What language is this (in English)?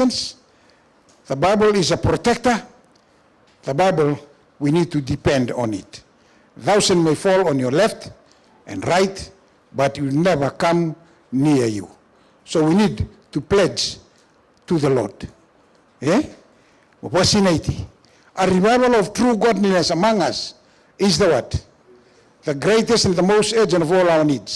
Fijian